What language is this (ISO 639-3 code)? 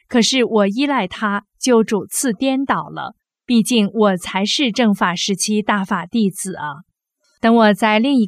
zho